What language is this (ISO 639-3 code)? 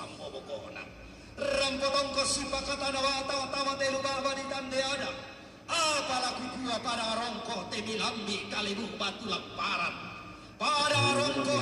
sda